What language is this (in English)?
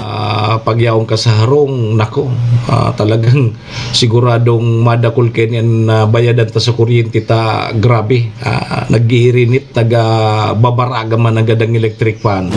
Bikol